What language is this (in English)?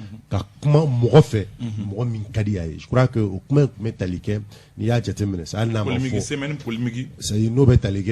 Bambara